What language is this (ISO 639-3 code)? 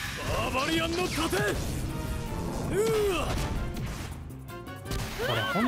jpn